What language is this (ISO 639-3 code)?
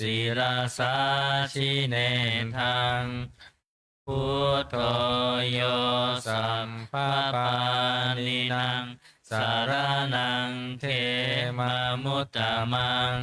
pli